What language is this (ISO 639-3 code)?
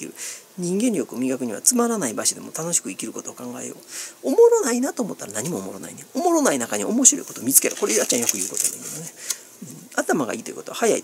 jpn